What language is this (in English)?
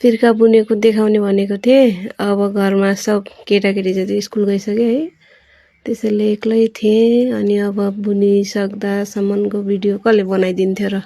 Nepali